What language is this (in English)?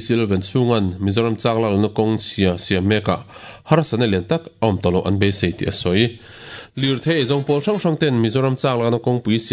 Mizo